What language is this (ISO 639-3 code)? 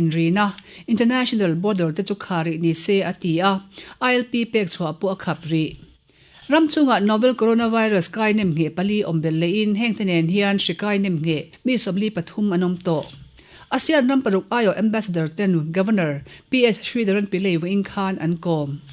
lus